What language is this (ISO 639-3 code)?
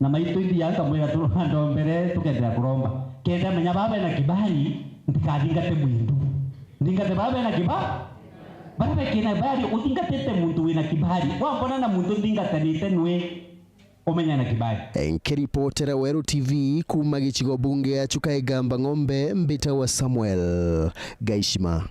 mer